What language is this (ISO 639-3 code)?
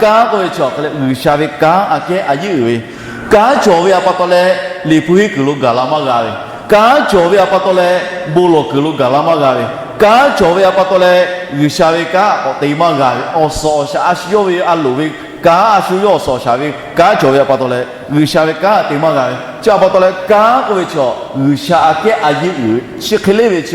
lhu